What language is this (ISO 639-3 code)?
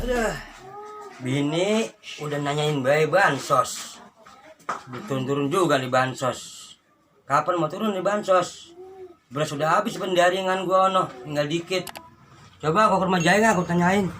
bew